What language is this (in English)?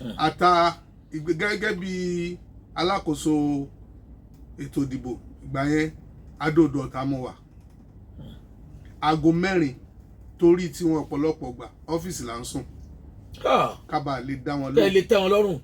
Yoruba